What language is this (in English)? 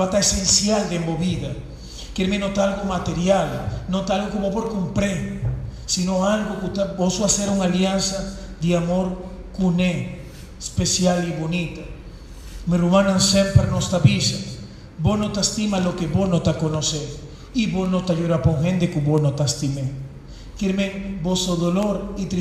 Papiamento